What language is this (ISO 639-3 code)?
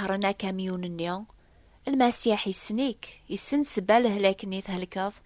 kab